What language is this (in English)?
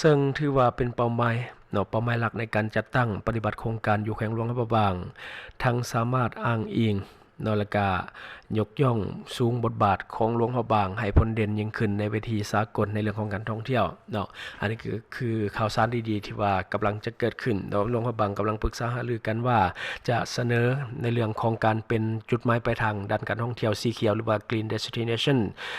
Lao